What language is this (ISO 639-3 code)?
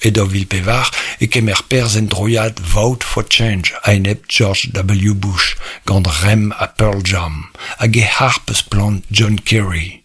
bre